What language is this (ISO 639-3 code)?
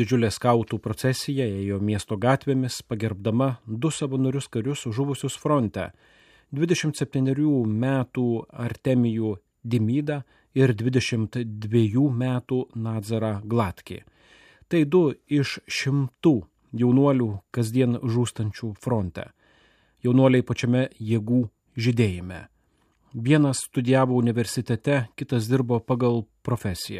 lit